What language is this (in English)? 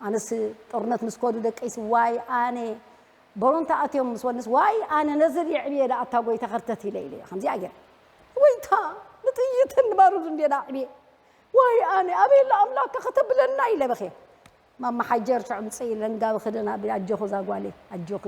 Tigrinya